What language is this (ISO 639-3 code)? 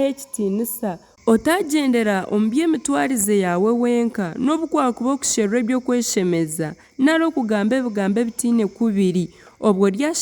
nyn